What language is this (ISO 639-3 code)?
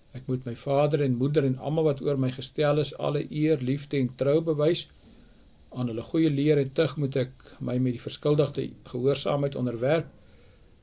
afr